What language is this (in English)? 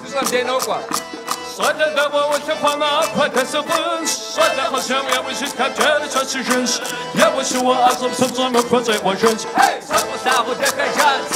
Kabardian